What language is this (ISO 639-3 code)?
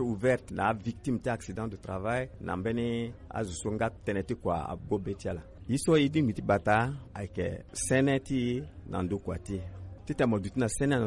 sag